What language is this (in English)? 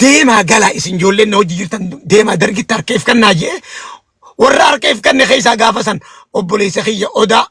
Oromo